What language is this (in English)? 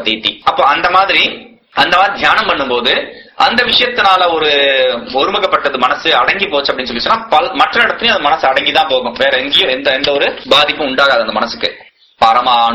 Tamil